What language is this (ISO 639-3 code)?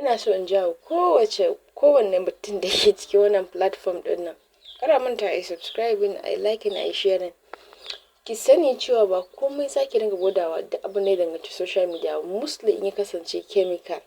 hau